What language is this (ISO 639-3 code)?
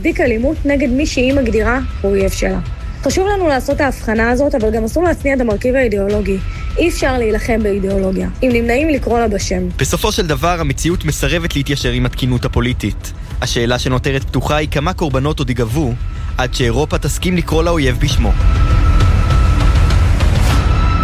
heb